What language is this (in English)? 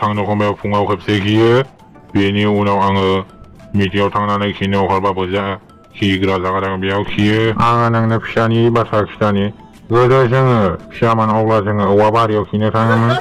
Bodo